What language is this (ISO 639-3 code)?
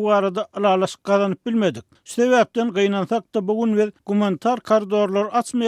tuk